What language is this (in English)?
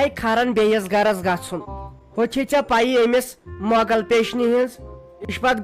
Kashmiri